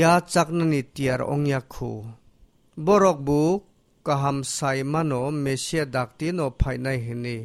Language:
Kok Borok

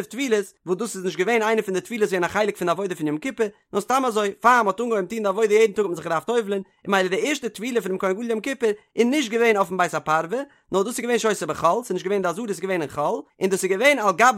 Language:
Yiddish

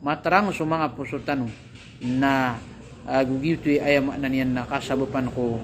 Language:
Maranao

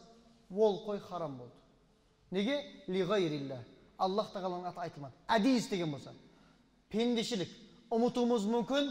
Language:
Kazakh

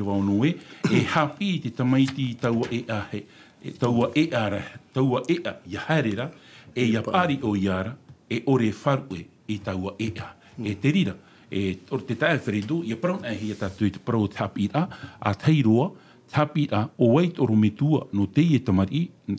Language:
Tahitian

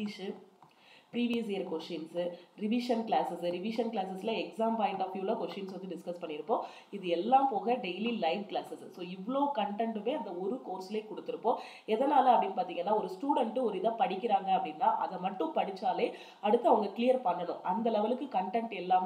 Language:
Tamil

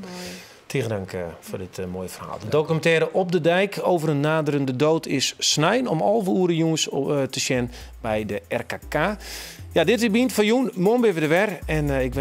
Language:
Western Frisian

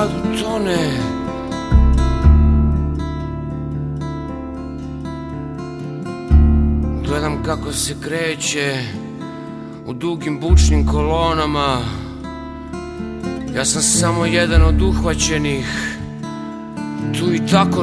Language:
Serbian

